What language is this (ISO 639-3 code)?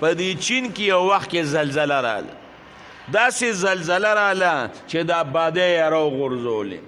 pus